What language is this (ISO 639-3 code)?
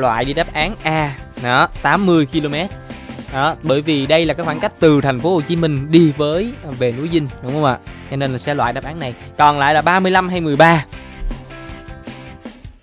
vie